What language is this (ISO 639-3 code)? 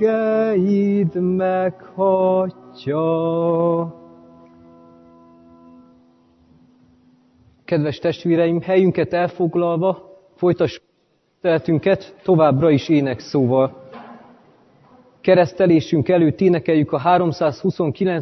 hun